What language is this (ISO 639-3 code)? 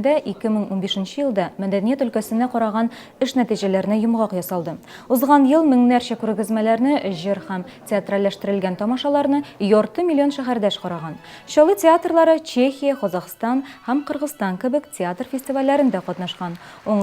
tat